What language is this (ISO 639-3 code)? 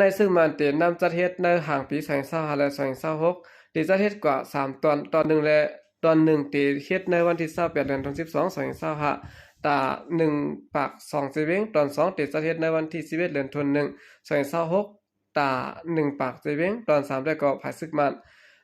shn